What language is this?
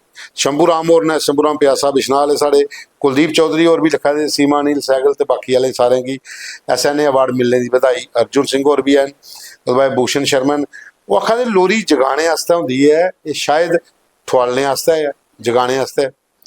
Dogri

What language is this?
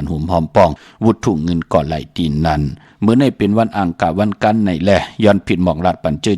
Shan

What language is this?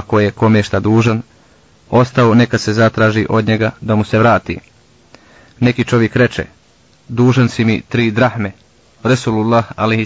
Bosnian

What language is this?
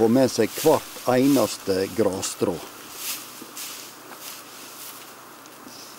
Norwegian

